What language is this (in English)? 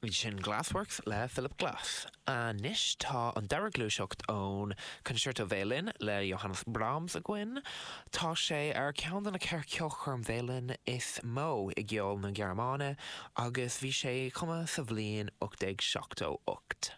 Irish